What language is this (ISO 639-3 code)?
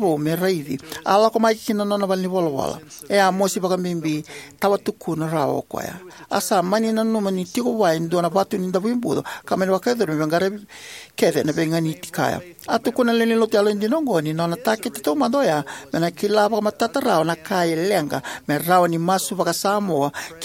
fij